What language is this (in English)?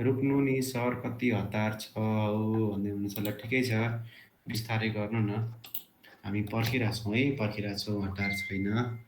Nepali